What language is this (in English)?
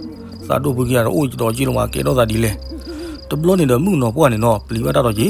S'gaw Karen